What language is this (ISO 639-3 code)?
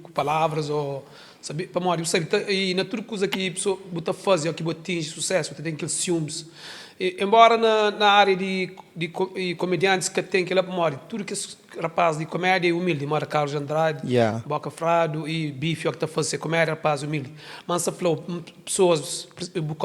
kea